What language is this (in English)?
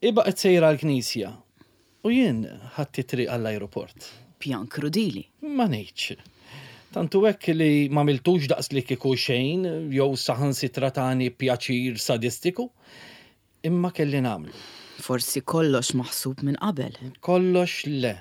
Maltese